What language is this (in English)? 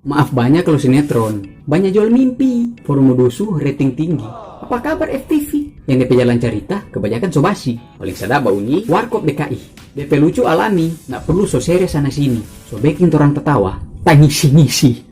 Manado Malay